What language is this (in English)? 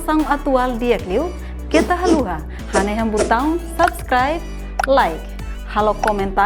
Tetum